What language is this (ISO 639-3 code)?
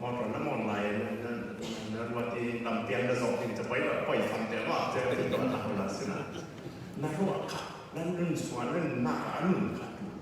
cfm